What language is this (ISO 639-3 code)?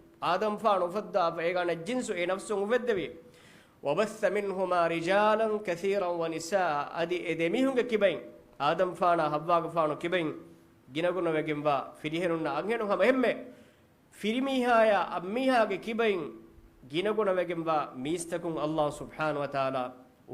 div